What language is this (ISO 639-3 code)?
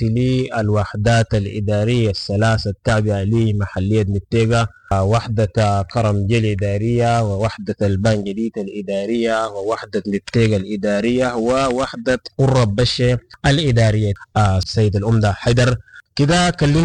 apd